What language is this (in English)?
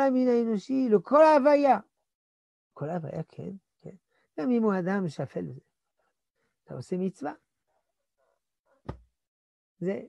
Hebrew